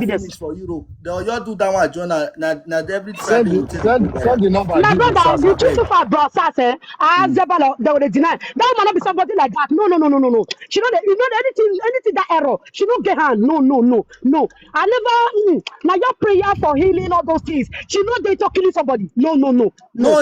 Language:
Nigerian Pidgin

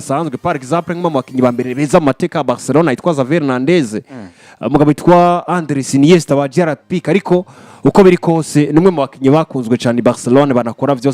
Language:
Rundi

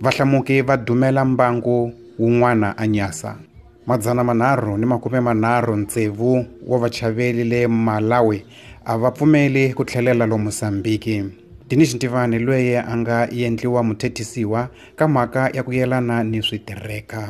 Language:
Tsonga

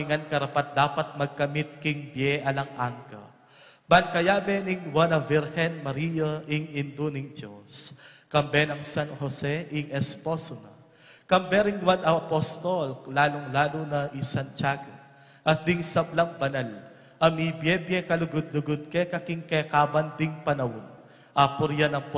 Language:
Pampanga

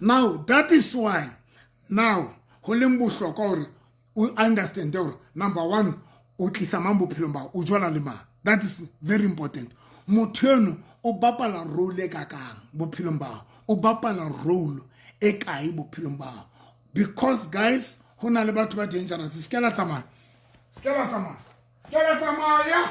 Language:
Southern Sotho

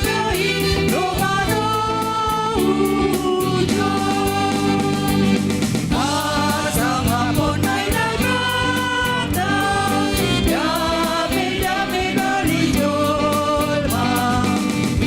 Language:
Batak Simalungun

